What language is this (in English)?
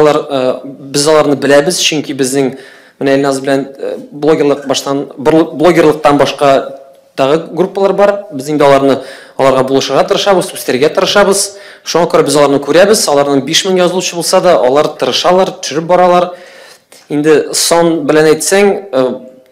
Tatar